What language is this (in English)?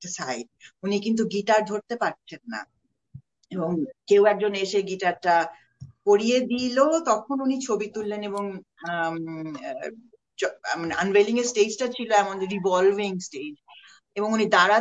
Bangla